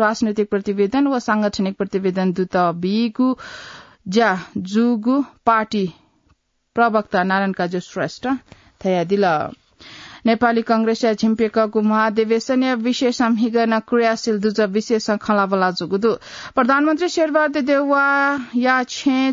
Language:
Newari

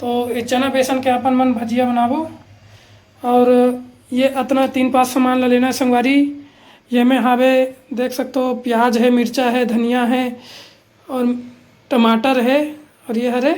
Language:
Chhattisgarhi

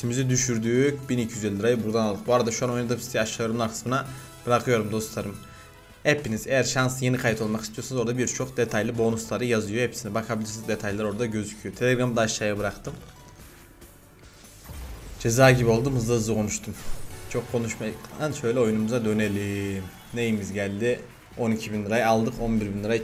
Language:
Turkish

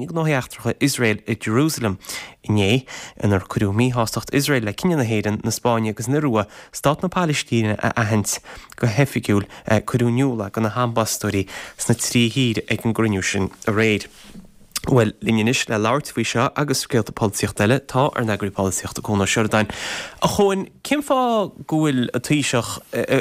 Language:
Irish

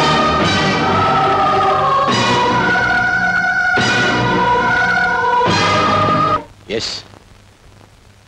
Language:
Hindi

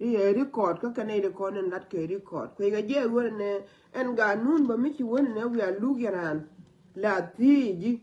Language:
Nuer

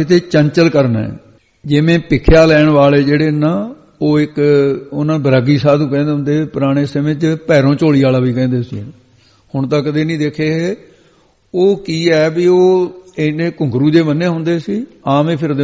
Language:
Punjabi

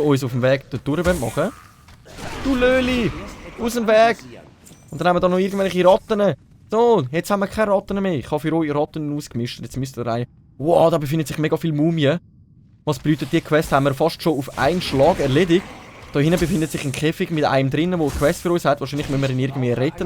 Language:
Swiss German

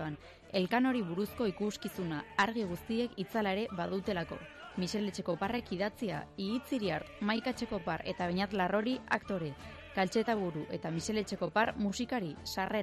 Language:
Basque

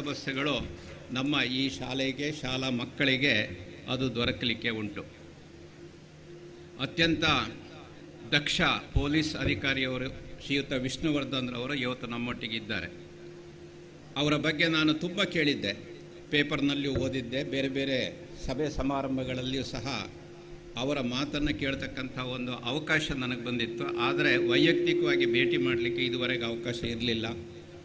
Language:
Kannada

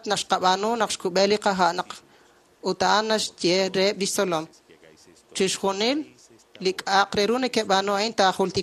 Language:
Kekchí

